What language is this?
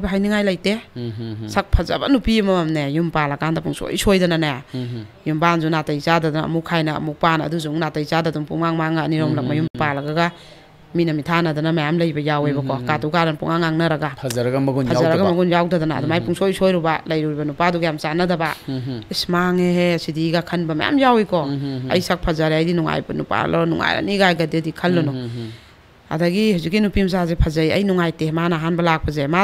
Manipuri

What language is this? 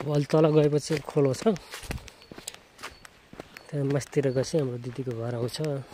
Nepali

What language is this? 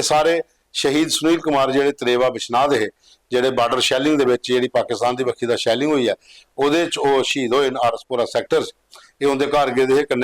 Dogri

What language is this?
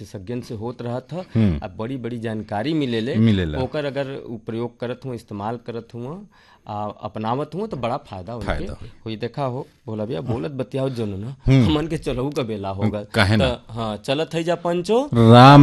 Bhojpuri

